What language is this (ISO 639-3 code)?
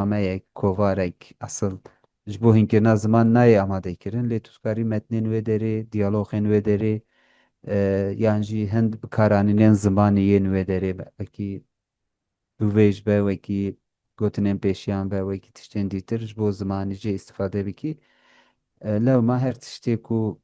kur